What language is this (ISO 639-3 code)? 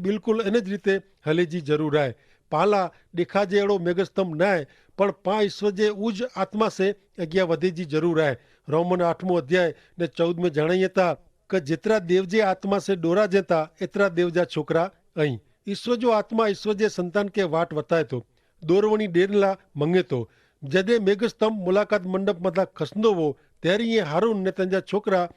kfr